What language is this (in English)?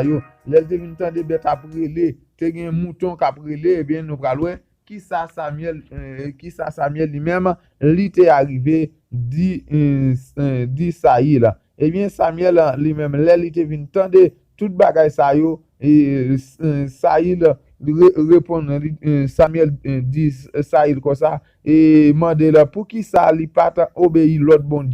Haitian Creole